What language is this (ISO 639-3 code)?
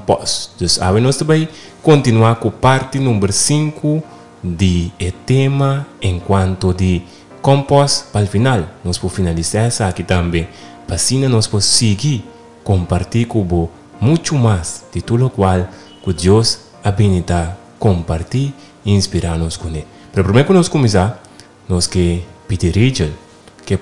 pap